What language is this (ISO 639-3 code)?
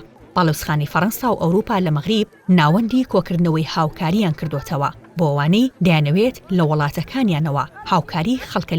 ckb